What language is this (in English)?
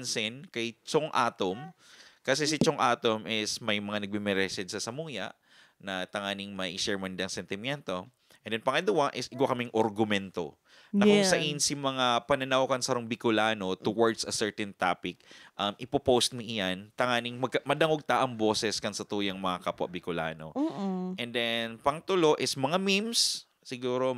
Bikol